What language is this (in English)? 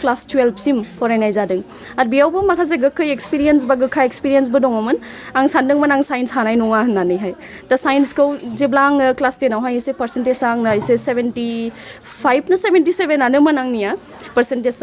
Bodo